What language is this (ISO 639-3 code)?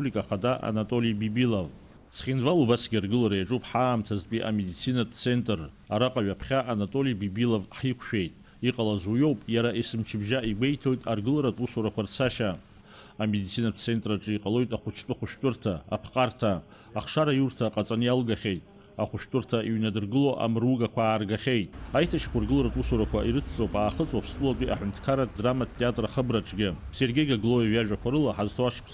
abk